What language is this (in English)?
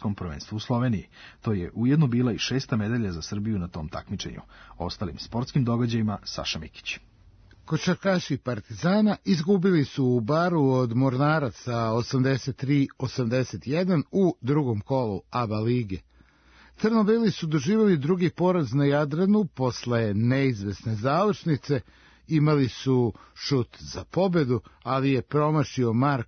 Serbian